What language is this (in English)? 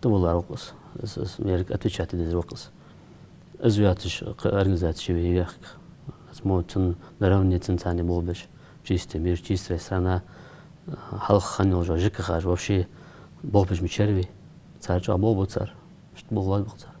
Ingush